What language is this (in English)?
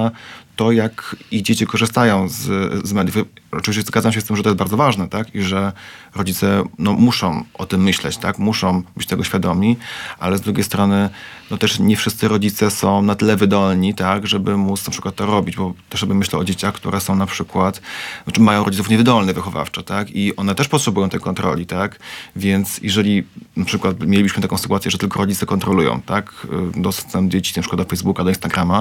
Polish